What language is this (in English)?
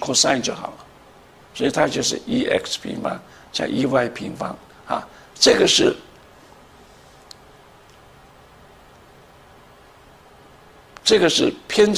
Chinese